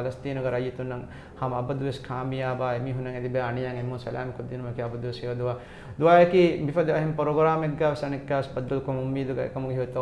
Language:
Divehi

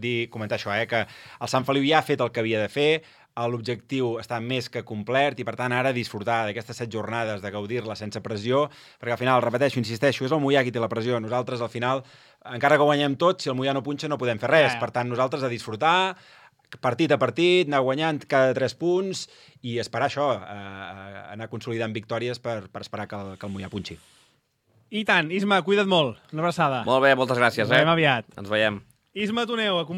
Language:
Catalan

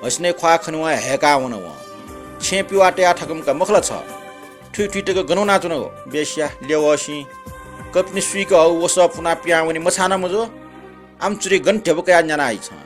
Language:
Newari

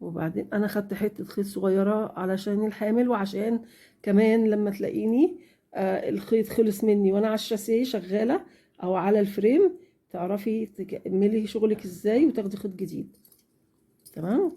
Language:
Egyptian Arabic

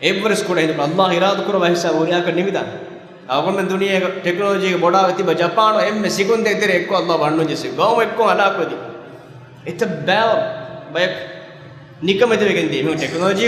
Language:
Divehi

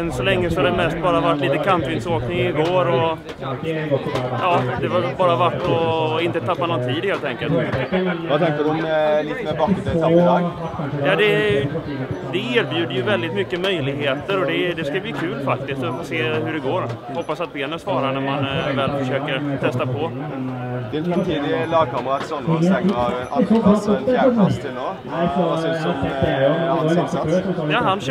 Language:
Swedish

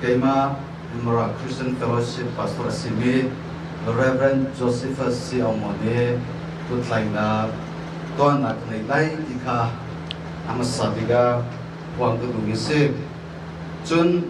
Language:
Hakha Chin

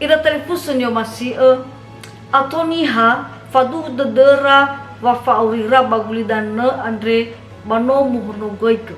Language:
Nias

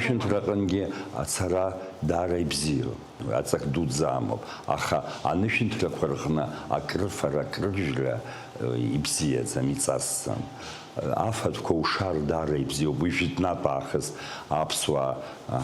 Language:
Abkhazian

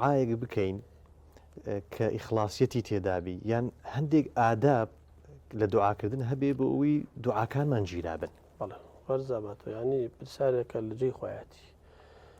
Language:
Central Kurdish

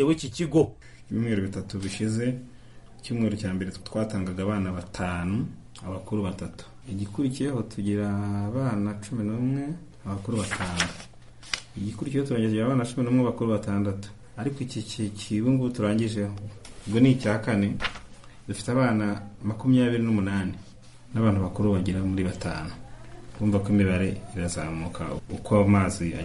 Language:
Kinyarwanda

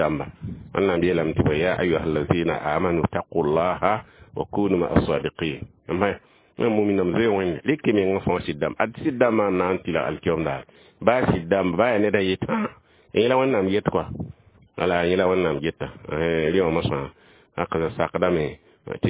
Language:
Mossi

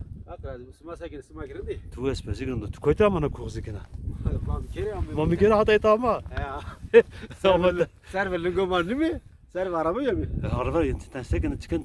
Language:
Zaza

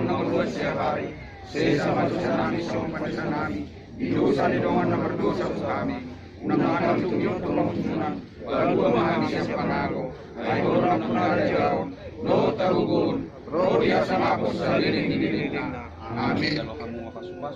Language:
Batak Toba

